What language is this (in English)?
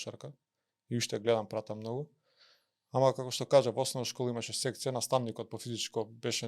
Macedonian